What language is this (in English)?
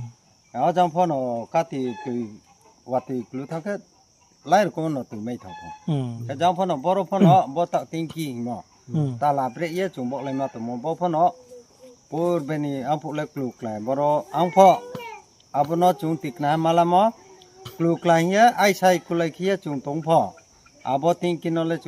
Riang (India)